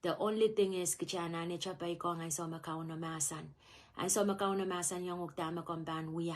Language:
Pohnpeian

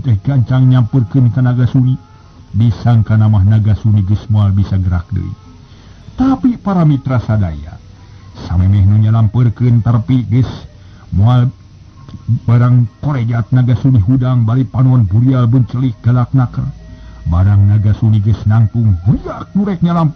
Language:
Sundanese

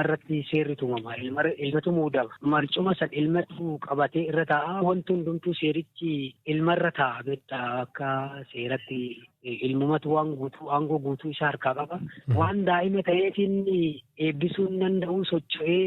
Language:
Oromo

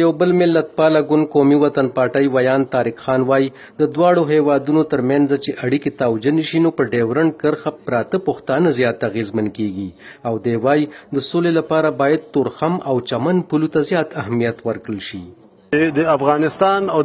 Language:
Pashto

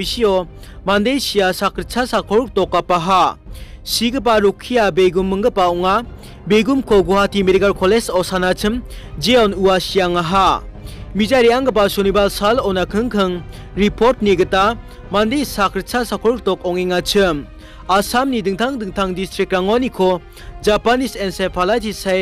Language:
Garo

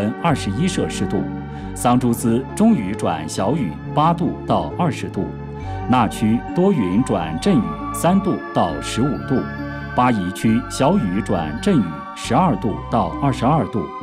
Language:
Chinese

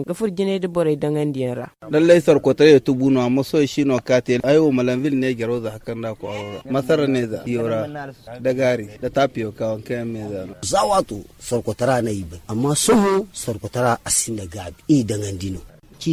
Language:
Zarma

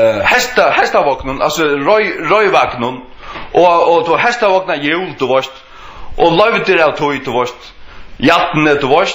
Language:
Faroese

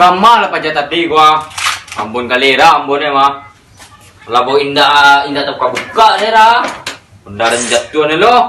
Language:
Minangkabau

